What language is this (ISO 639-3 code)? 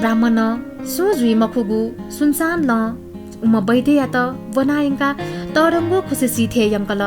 new